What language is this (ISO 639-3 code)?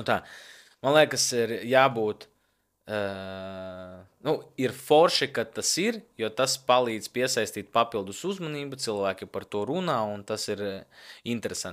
lav